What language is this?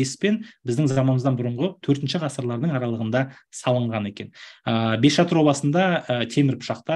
Kazakh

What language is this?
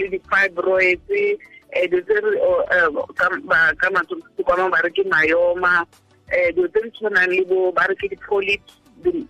Tswana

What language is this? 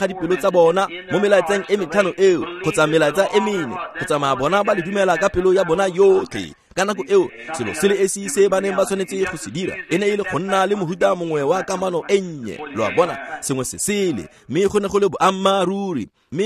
Tswana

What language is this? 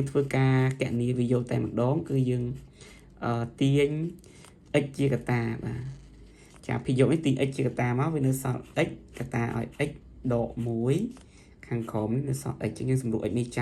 Khmer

